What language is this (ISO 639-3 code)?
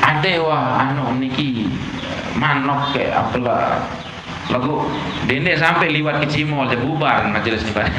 sas